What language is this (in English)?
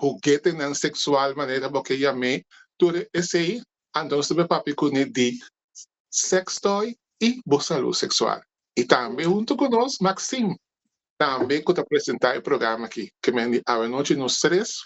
Papiamento